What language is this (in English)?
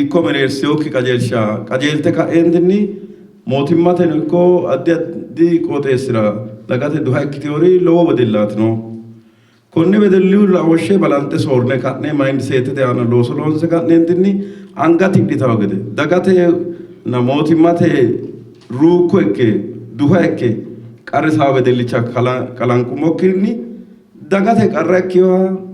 Sidamo